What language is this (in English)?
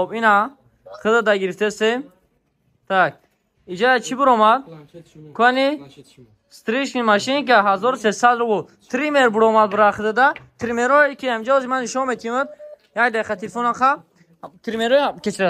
Tajik